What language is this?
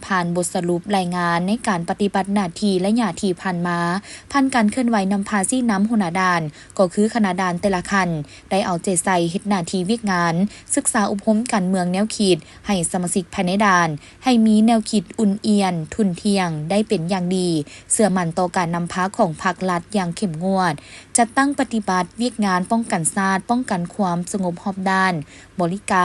Lao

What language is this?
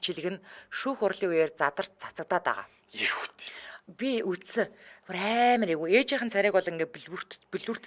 Mongolian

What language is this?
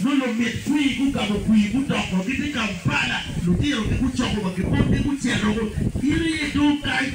Acoli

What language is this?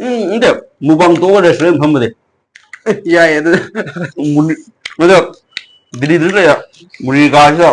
Manipuri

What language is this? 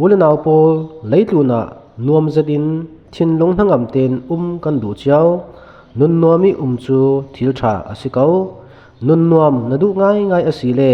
Falam Chin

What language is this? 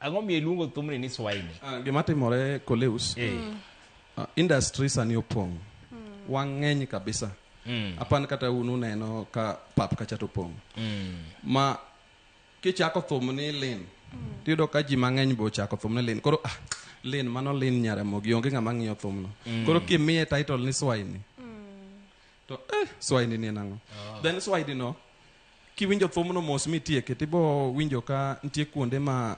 Luo (Kenya and Tanzania)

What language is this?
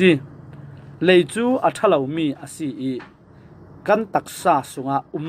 Falam Chin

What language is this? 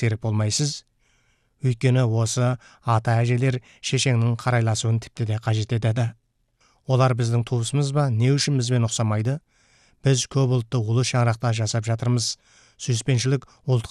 Kazakh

